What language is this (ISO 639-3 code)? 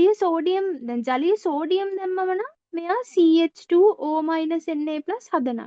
sin